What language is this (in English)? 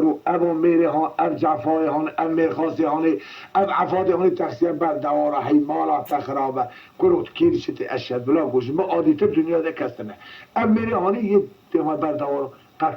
Kurdish